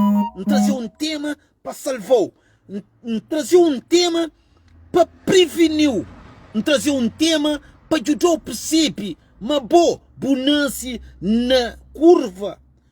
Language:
Kabuverdianu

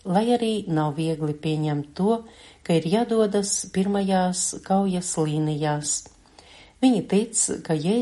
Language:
Latvian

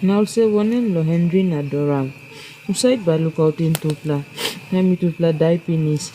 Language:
Tok Pisin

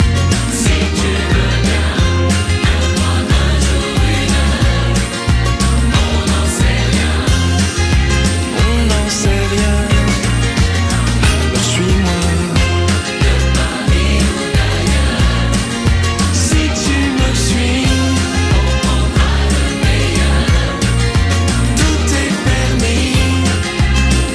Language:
French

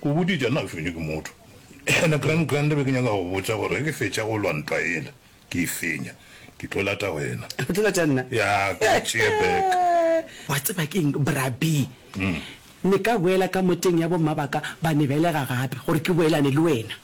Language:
Northern Sotho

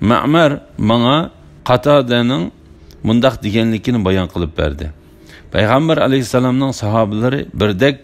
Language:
Uyghur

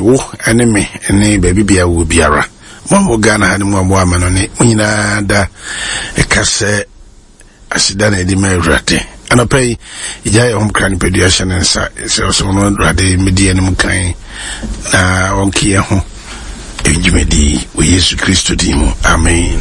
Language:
Akan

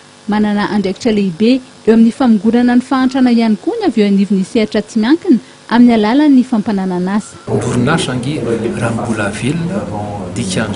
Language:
Malagasy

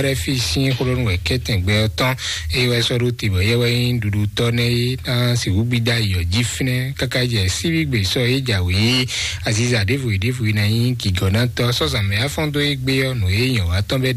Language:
Fon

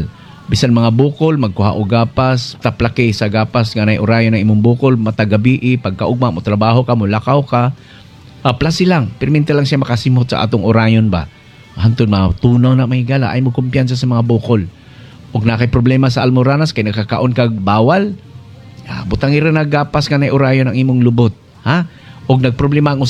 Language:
Cebuano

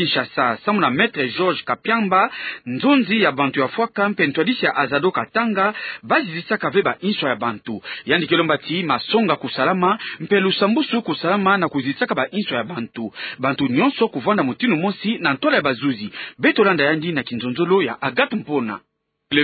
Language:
Kituba (Democratic Republic of Congo)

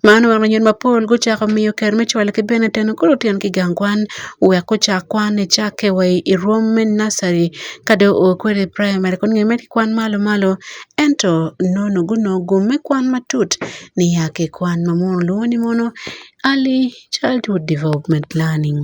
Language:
Acoli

